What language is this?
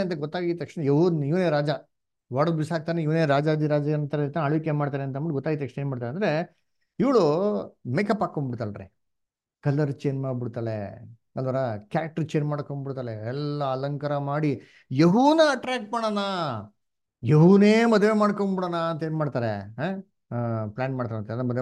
Kannada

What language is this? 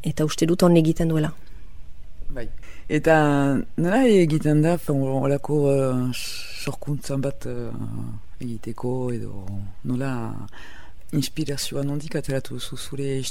Basque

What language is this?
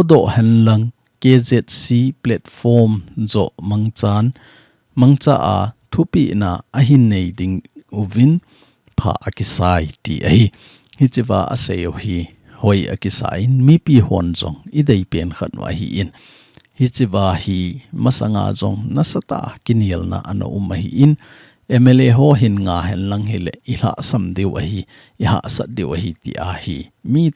Thado Chin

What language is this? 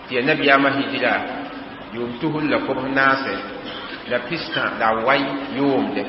Mossi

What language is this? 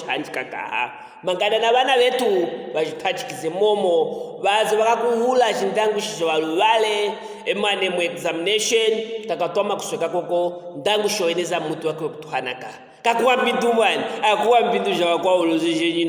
Luvale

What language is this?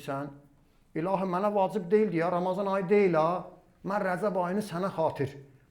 Azerbaijani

